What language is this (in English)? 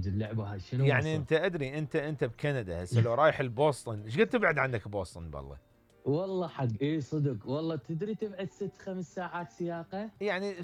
Mesopotamian Arabic